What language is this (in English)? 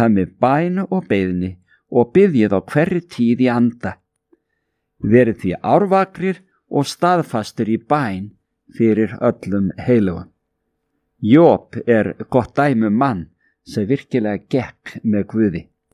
Icelandic